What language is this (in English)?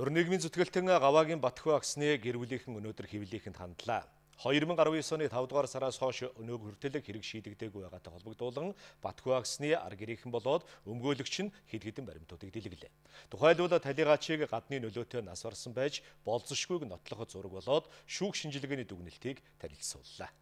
Mongolian